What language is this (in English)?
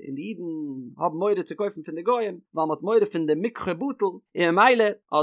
Yiddish